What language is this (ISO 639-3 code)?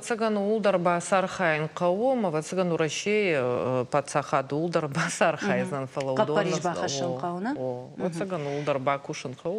oss